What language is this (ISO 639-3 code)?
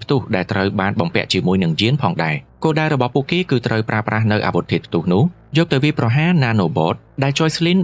khm